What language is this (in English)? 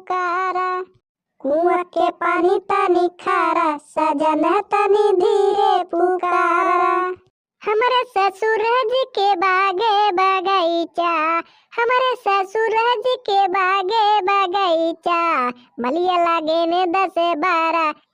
Bhojpuri